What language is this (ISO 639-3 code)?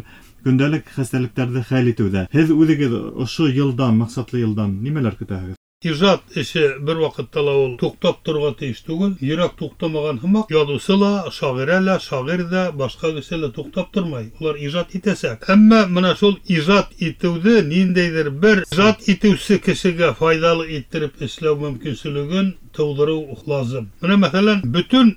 bak